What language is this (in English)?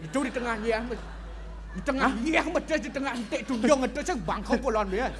Balinese